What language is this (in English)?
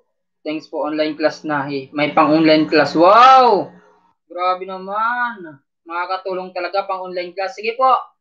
Filipino